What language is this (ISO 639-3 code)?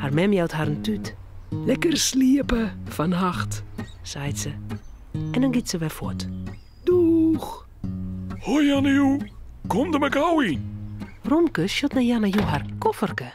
fry